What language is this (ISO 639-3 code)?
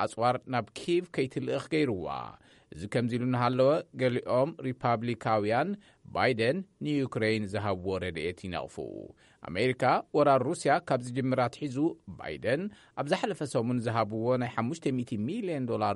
tir